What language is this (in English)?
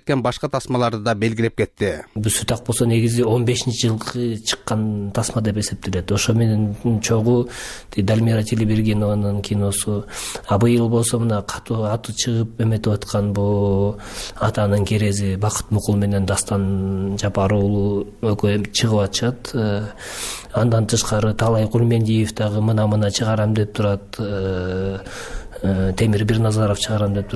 Kyrgyz